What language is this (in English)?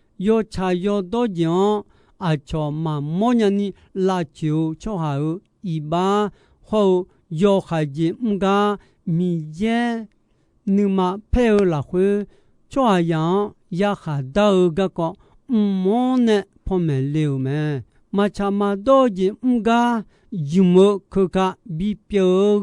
Akha